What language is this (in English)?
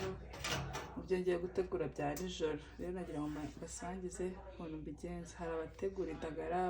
Kinyarwanda